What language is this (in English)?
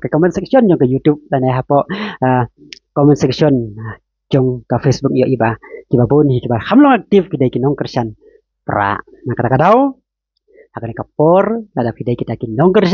Khasi